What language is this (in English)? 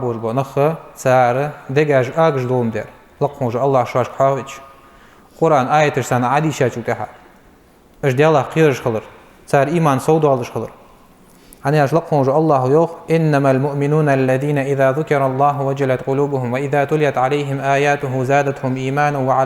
Ingush